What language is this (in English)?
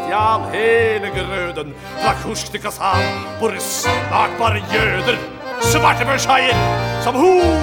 Norwegian